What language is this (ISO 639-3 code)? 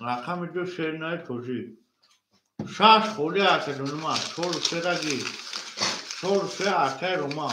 tgk